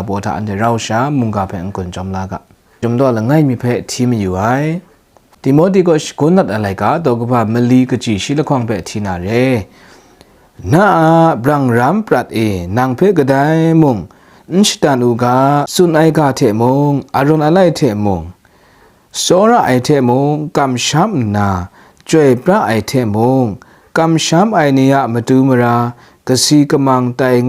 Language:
Kachin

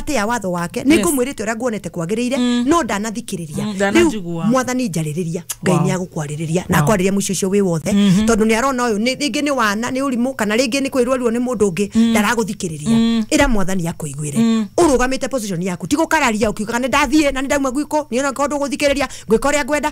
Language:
Kikuyu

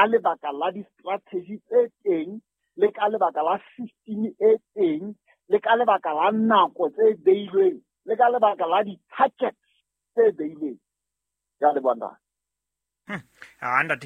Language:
Southern Sotho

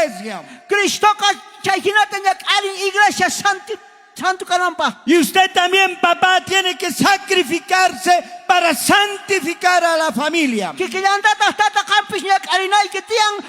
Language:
South Bolivian Quechua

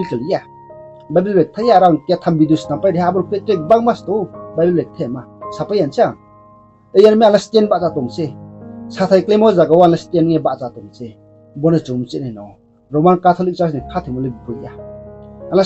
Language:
Riang (India)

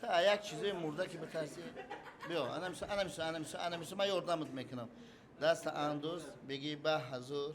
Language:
Tajik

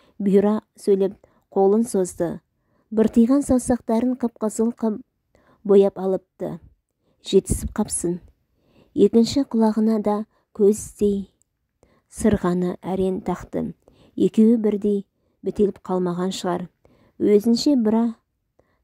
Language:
Kazakh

